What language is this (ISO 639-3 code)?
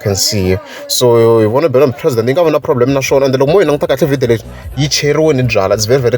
tso